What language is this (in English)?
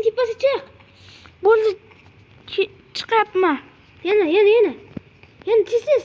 Uzbek